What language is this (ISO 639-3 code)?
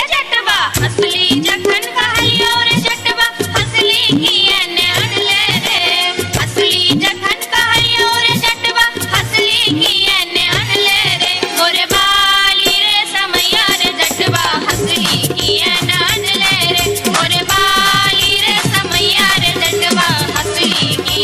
mai